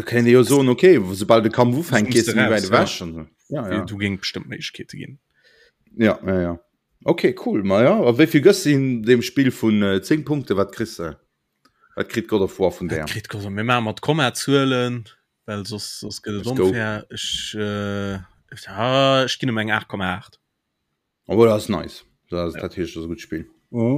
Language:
Luxembourgish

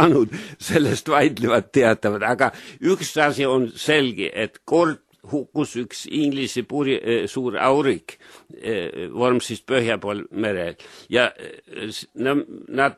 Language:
Estonian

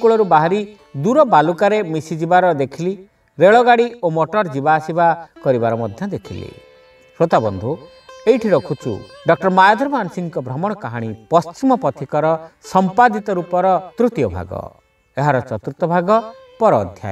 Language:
Odia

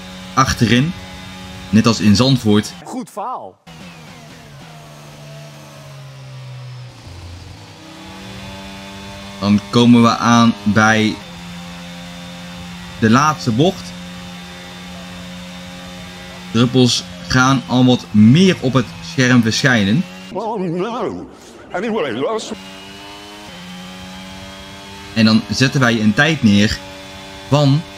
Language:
Dutch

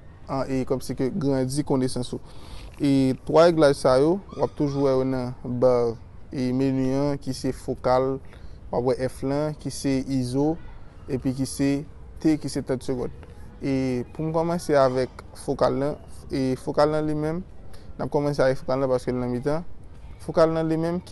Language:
Haitian Creole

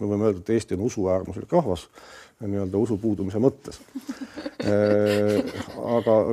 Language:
Estonian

